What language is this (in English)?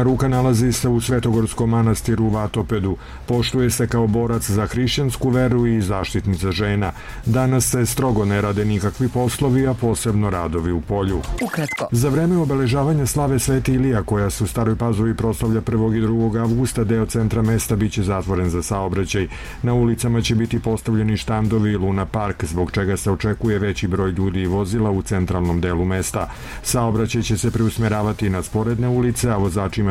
Serbian